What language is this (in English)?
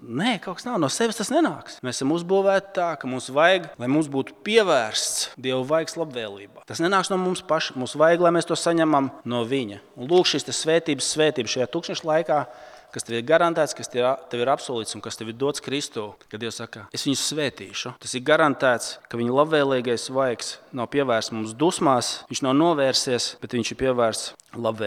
Latvian